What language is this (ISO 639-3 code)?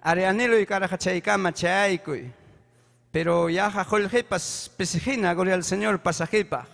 quy